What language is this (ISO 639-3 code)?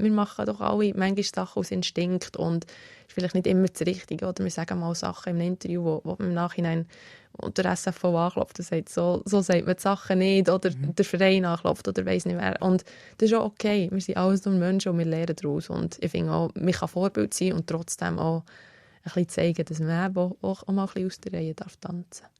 gsw